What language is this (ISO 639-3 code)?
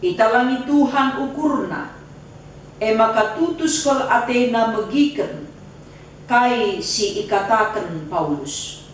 btx